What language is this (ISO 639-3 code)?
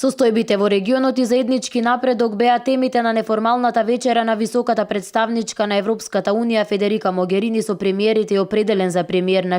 mkd